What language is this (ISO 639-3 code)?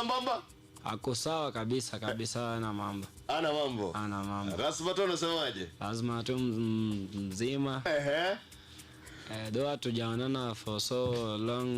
guz